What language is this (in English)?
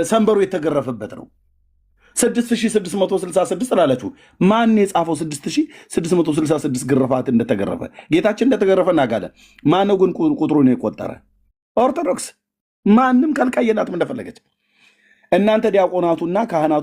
Amharic